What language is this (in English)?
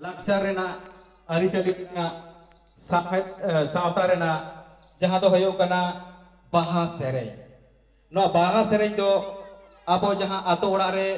Santali